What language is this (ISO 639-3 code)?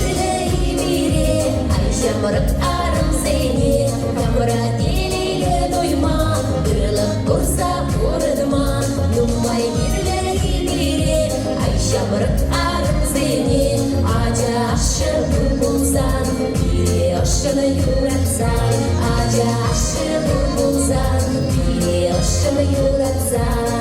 chv